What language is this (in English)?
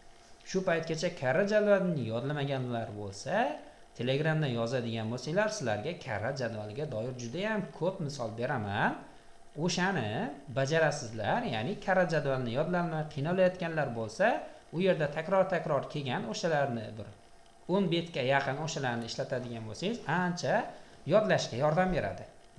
Uzbek